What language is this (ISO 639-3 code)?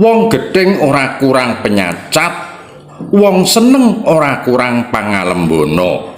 jav